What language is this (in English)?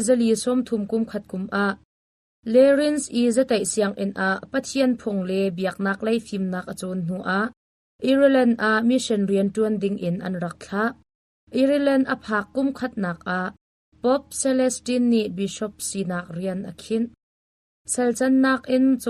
Hakha Chin